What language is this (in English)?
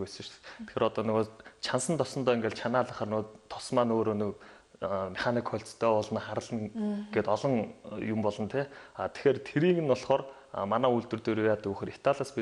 Mongolian